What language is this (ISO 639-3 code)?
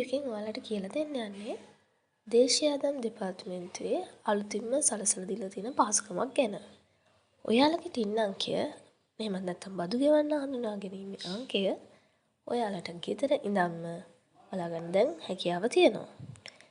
sin